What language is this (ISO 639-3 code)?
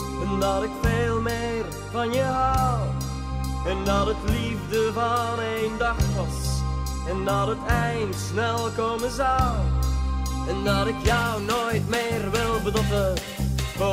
nld